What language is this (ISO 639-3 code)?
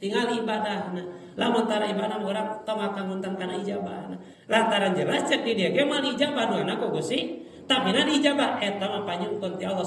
sun